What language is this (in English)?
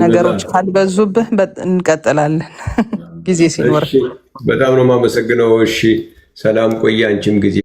Amharic